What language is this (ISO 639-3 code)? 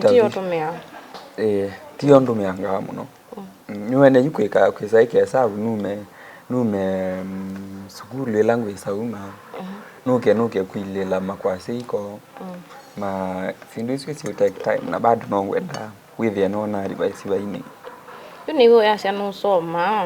kam